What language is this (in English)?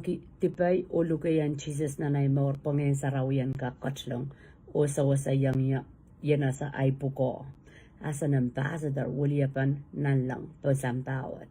Pohnpeian